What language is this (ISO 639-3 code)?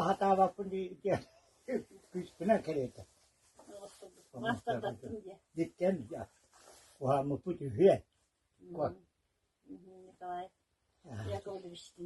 sah